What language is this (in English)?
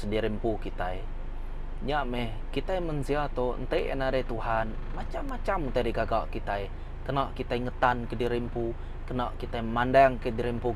Iban